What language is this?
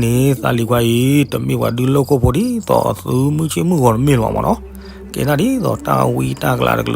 S'gaw Karen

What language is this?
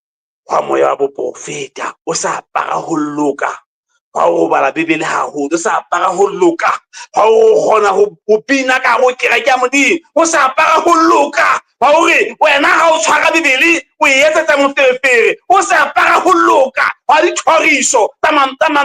Southern Sotho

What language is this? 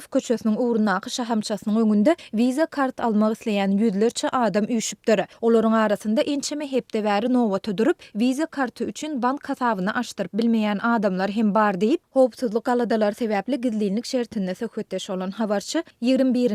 Turkmen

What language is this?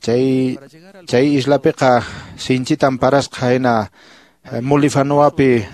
Quechua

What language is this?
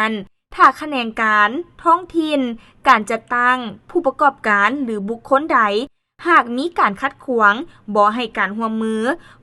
Lao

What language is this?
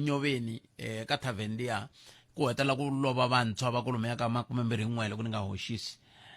Tsonga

